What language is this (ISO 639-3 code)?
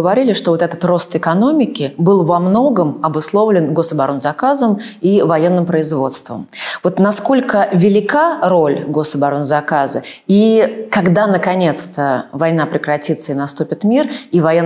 rus